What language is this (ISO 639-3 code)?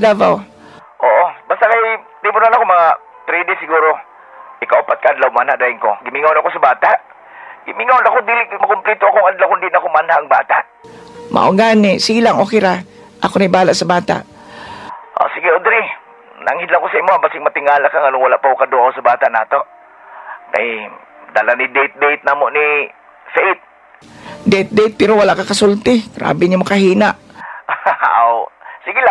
ceb